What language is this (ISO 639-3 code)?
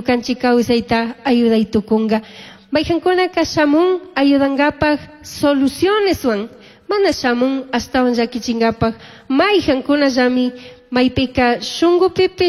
qug